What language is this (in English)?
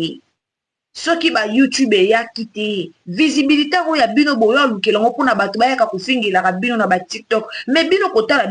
Lingala